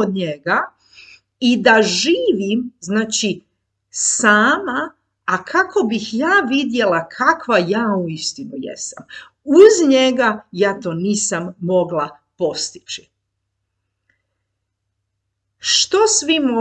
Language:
Croatian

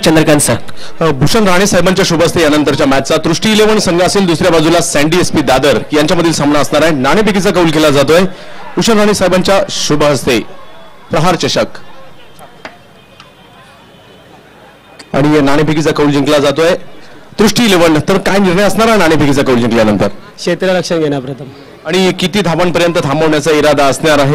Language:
Marathi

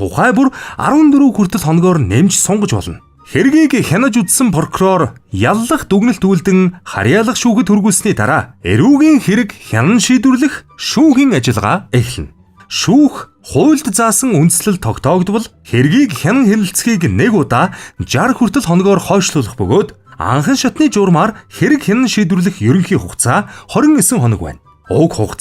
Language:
Mongolian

